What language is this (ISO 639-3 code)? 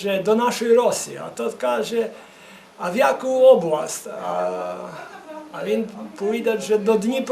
rue